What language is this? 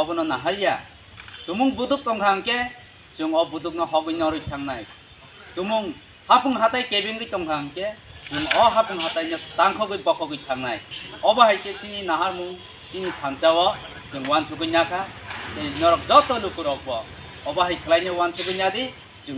Kok Borok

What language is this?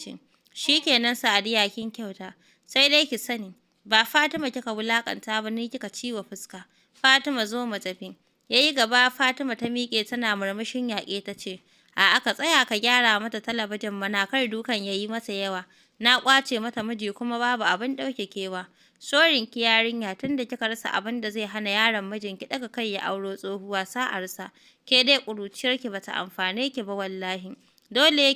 Hausa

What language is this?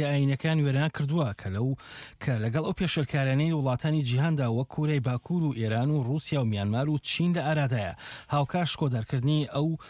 Central Kurdish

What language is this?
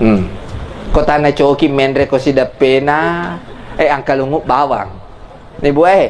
Buginese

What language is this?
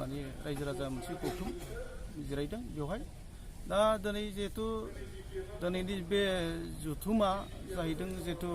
Bodo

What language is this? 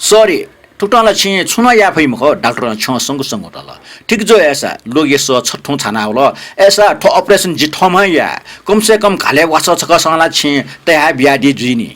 Newari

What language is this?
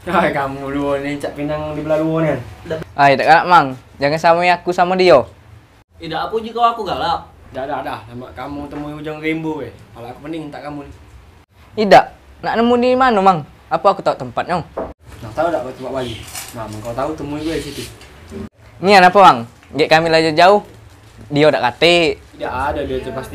Musi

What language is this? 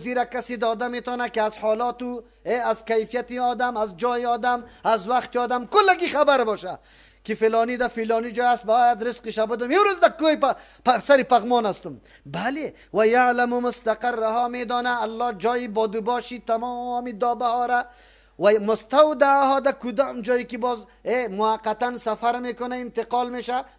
Persian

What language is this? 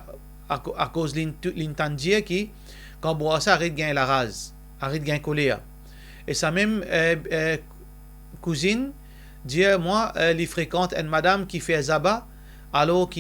Morisyen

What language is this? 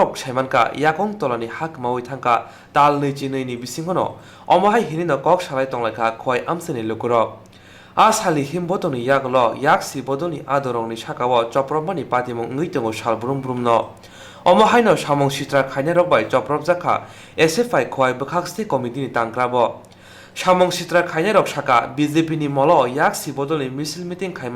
Kok Borok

